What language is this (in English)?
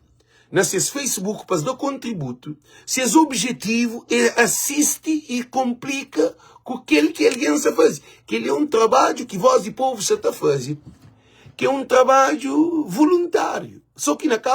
Kabuverdianu